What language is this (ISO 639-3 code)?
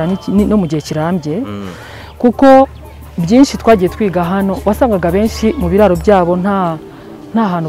kin